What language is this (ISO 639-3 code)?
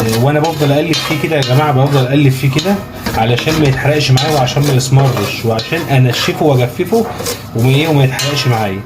arz